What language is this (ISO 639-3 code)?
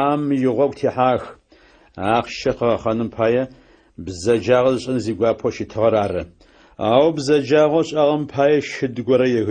ady